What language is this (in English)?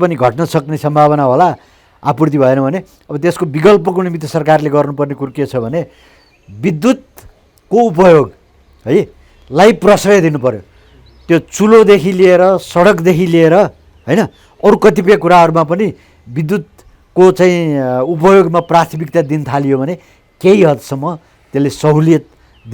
Nepali